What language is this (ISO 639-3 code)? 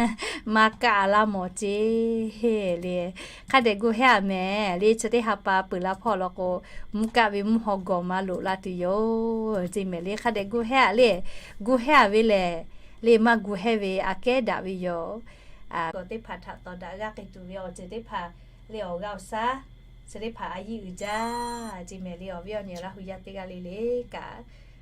lhu